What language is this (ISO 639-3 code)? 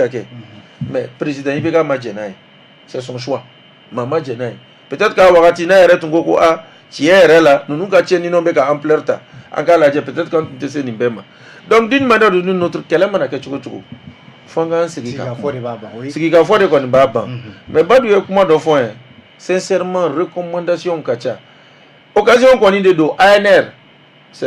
bam